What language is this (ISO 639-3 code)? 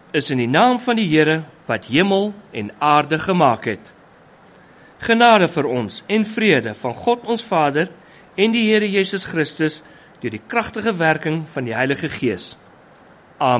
afr